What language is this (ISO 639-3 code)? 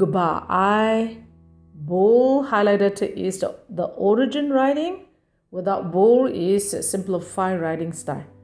kac